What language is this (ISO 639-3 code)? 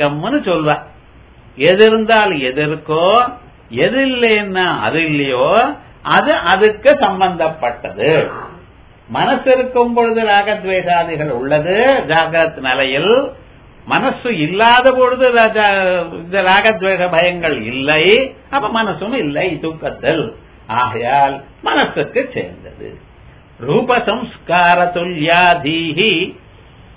tam